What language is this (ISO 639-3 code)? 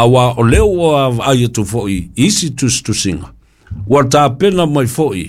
smo